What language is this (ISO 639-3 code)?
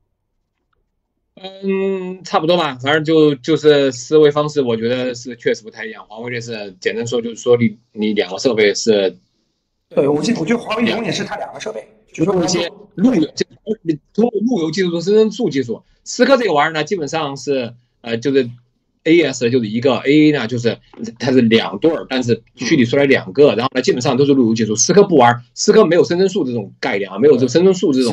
zho